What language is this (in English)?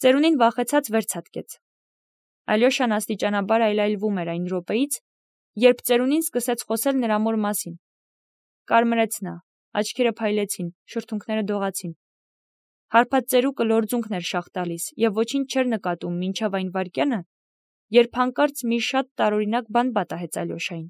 Armenian